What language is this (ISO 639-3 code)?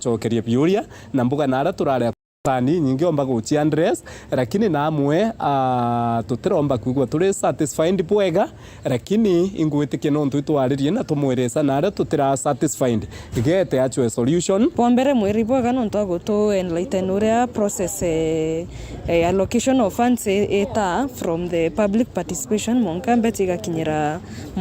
mer